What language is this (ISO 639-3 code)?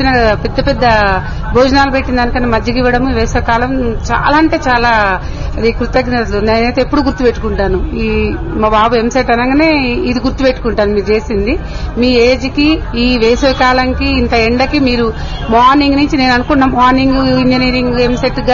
tel